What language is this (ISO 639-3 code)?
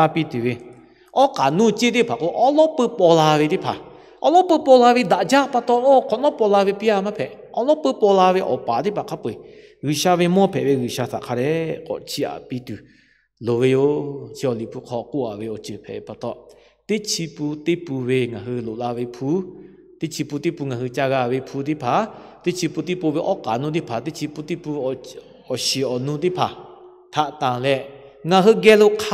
lhu